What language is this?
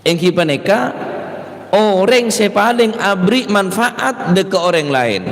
Madurese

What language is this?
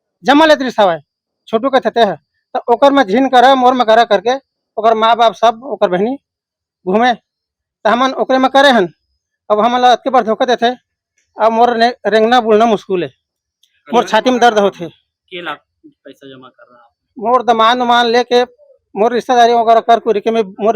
Chhattisgarhi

